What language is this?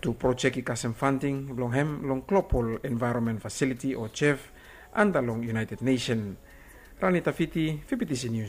Bislama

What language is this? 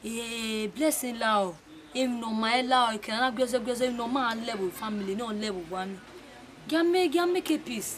Bini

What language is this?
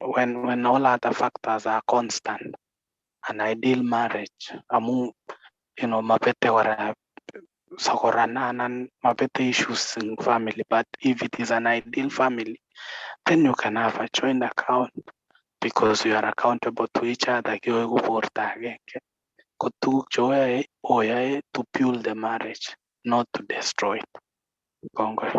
Kalenjin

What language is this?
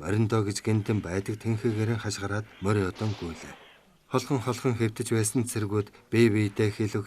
Mongolian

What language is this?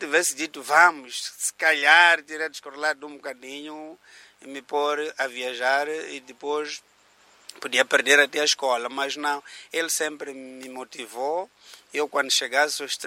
Portuguese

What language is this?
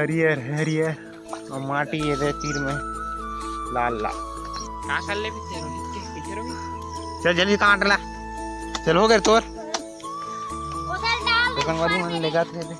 Chhattisgarhi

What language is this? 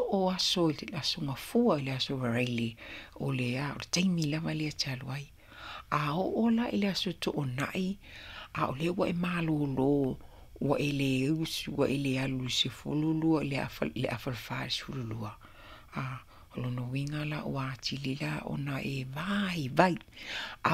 Samoan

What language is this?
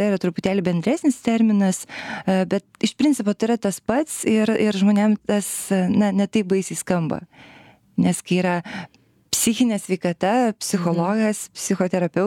Lithuanian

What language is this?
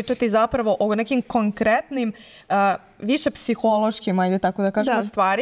Serbian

